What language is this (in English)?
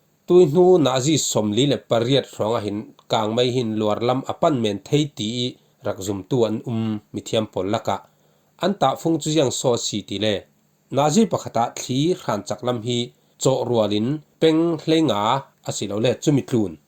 Falam Chin